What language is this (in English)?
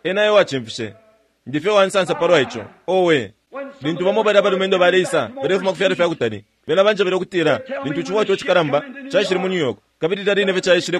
Bemba